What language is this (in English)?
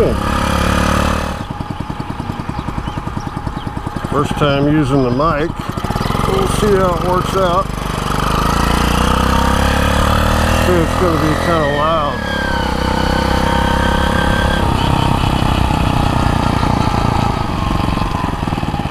English